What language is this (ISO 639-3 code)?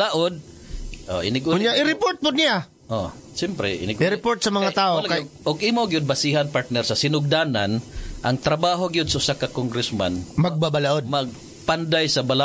ceb